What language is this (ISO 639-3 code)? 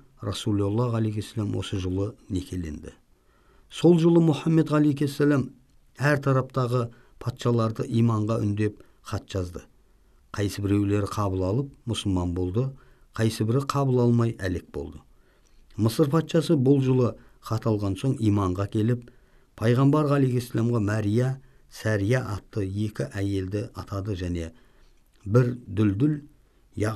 kaz